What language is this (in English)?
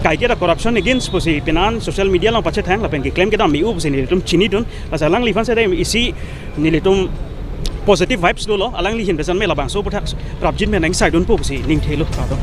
Karbi